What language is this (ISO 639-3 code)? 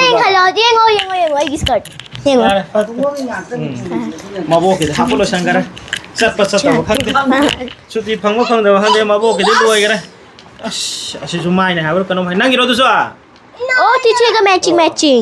mni